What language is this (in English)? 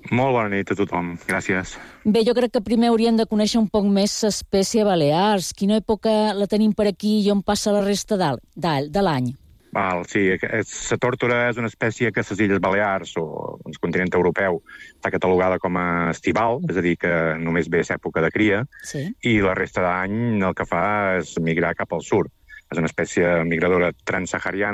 Catalan